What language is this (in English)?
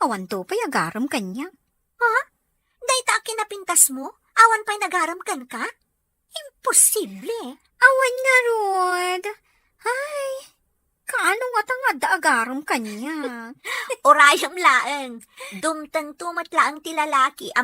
Iloko